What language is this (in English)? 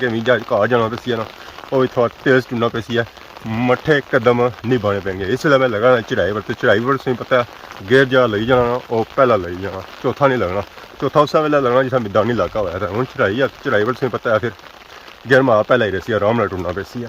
Pahari-Potwari